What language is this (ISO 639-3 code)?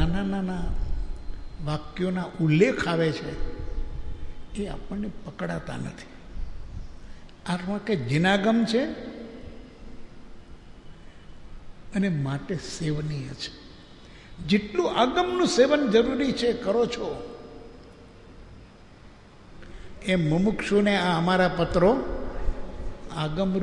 guj